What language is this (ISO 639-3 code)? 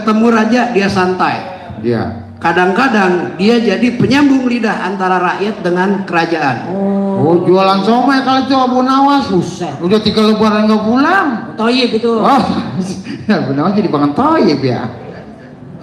bew